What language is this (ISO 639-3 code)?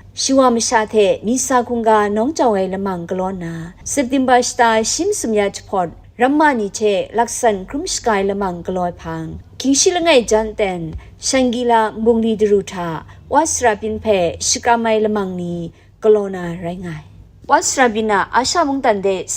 kac